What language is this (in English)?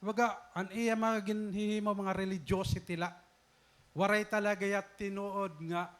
Waray